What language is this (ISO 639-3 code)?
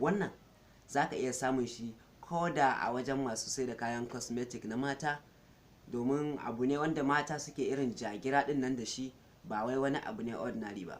hau